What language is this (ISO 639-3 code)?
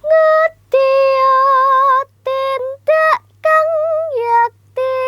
jav